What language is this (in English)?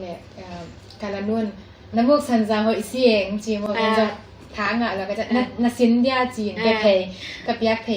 Tedim Chin